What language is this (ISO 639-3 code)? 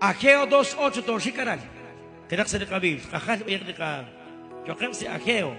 kek